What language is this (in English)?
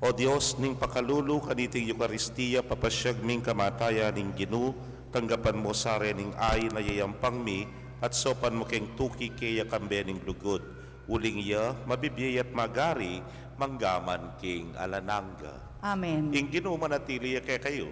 Pampanga